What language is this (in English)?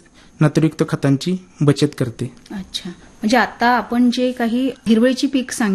Marathi